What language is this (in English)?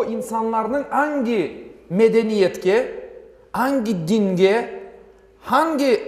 Crimean Tatar